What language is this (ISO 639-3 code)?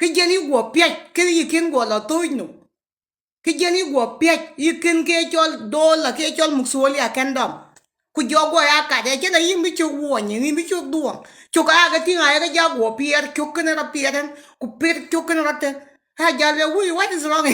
nus